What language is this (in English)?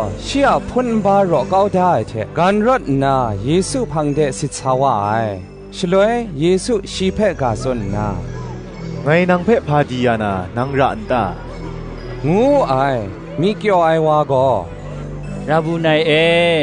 Kachin